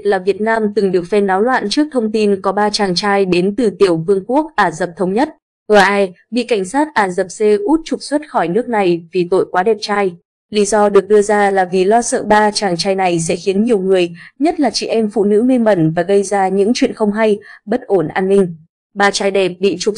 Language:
Vietnamese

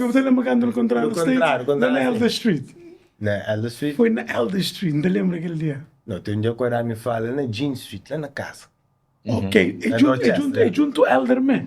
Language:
Kabuverdianu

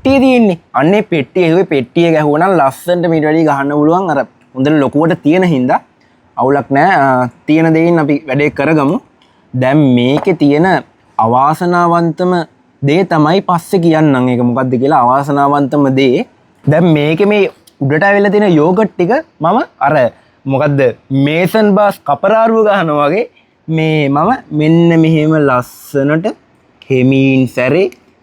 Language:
Sinhala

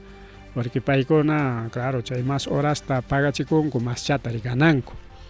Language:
Ayacucho Quechua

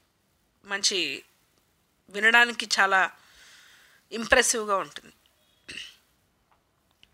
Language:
Telugu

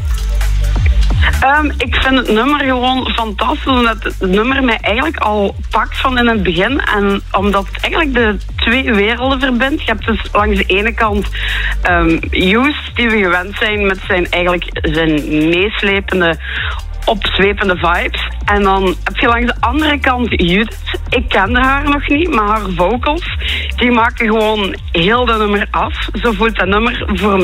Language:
Dutch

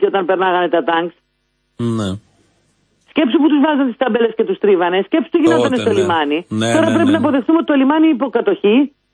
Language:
Greek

